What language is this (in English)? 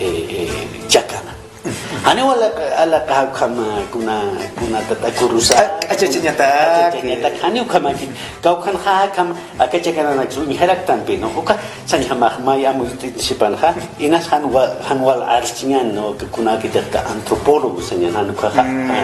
Aymara